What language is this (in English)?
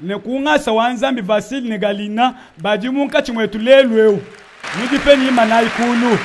Luba-Lulua